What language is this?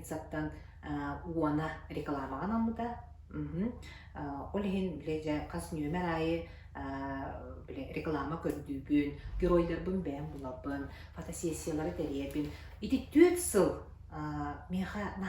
Yakut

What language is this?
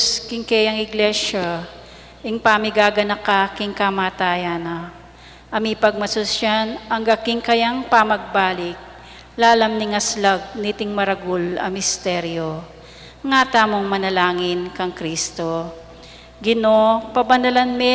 Pampanga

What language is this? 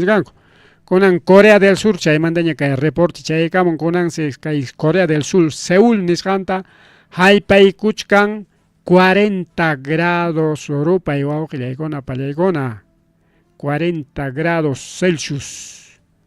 Ayacucho Quechua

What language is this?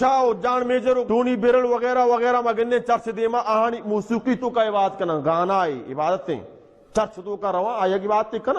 Baluchi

